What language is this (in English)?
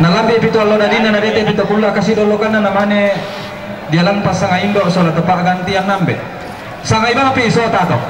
Toraja-Sa'dan